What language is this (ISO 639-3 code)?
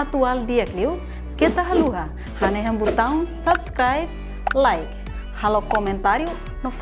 tet